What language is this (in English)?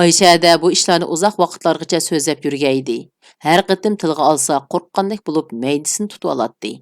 Uyghur